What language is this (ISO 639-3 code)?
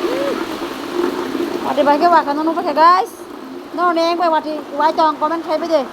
trp